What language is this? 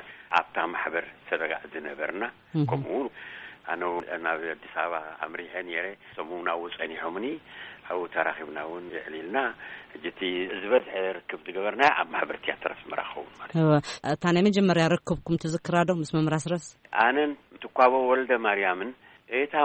Tigrinya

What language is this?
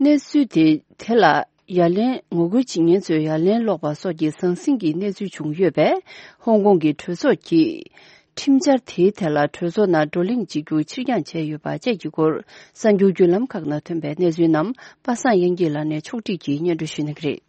Tibetan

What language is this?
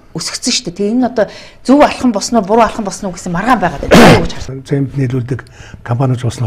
Mongolian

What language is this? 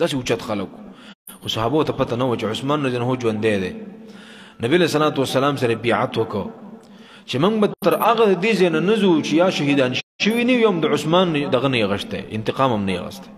Pashto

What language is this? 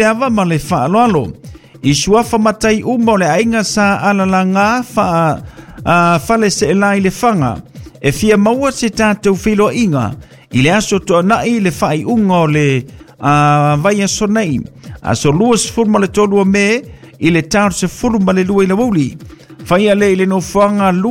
Samoan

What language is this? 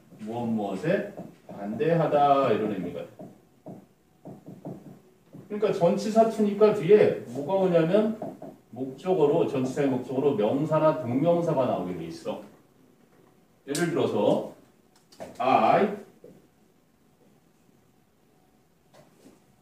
Korean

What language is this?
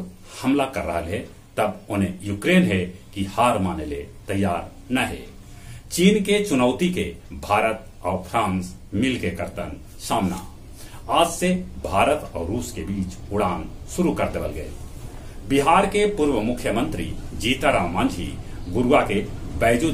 Magahi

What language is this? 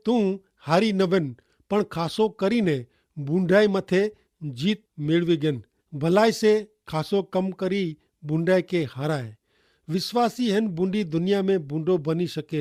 Kachhi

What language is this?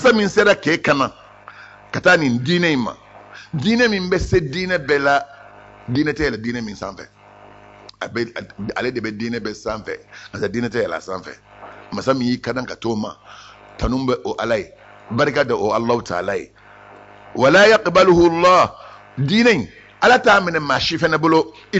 Bambara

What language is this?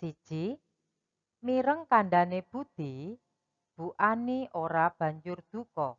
Javanese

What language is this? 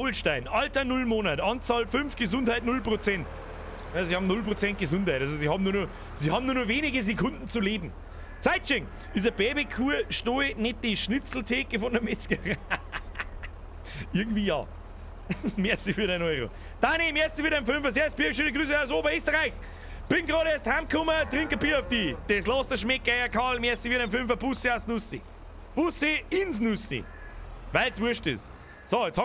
Bavarian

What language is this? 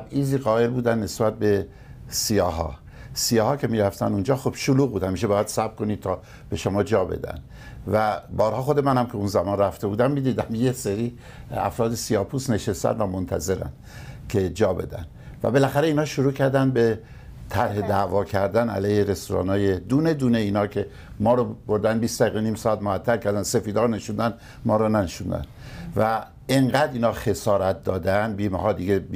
Persian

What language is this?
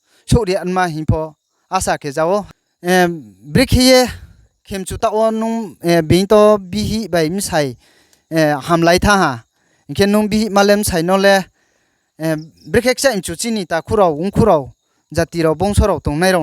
Riang (India)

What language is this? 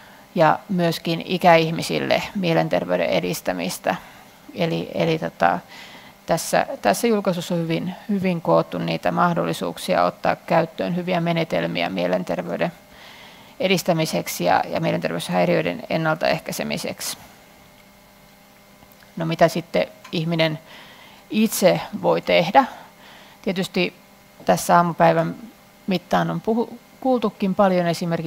Finnish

